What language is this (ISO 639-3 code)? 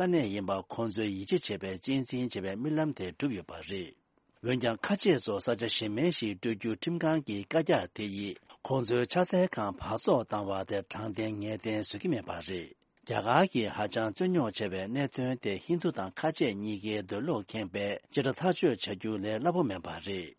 bod